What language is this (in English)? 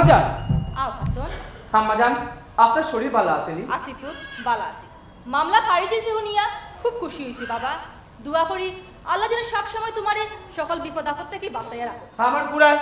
Sylheti